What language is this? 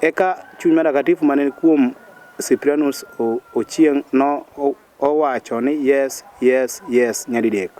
Luo (Kenya and Tanzania)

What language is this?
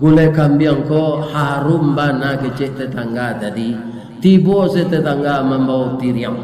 Minangkabau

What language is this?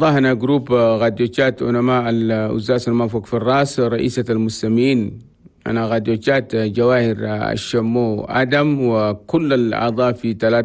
Chadian Arabic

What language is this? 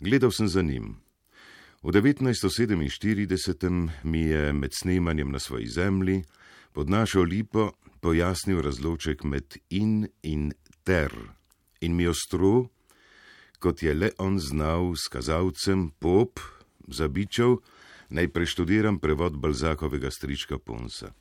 Slovenian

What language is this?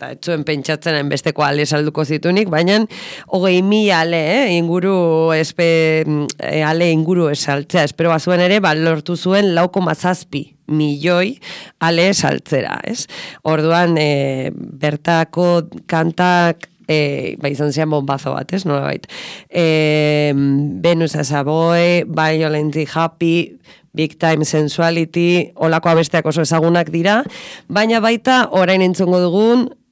Basque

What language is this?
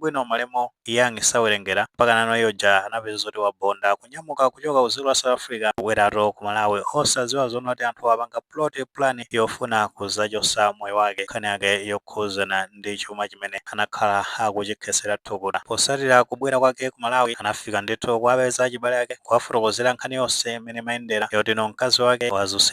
Nyanja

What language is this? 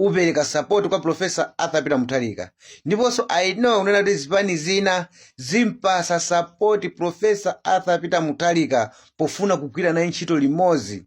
Nyanja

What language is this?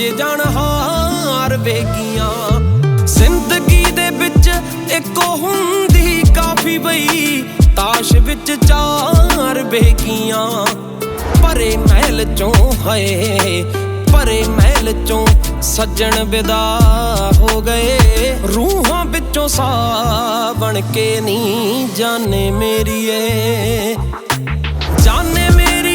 Punjabi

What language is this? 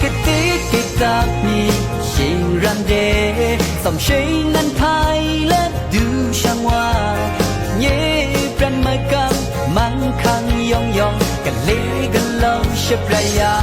Kachin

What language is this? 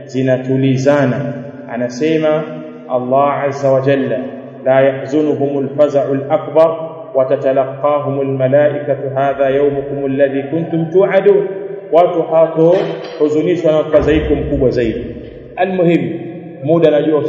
Swahili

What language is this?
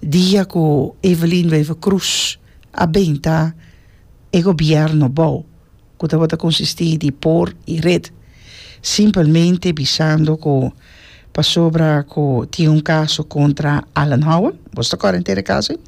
Papiamento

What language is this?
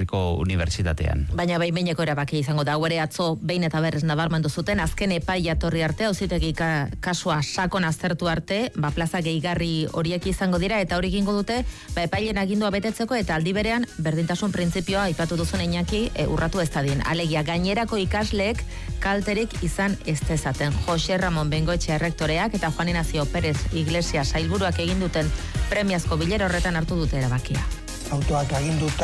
Basque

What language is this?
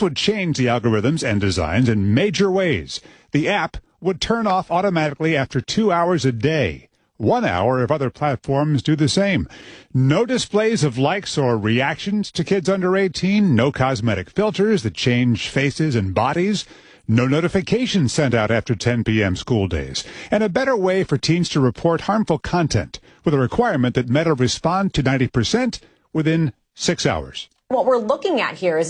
English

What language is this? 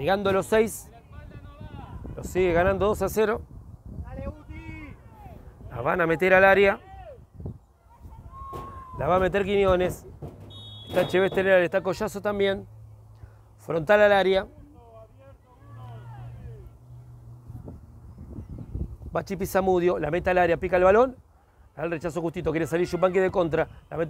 Spanish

